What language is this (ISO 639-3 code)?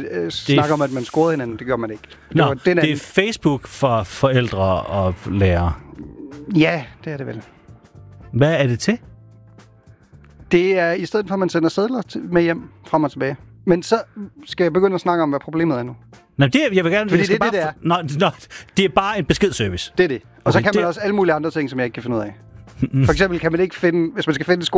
dan